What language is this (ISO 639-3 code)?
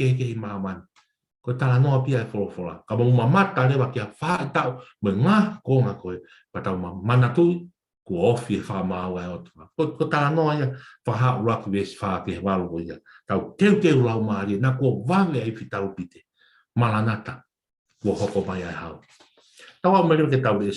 ton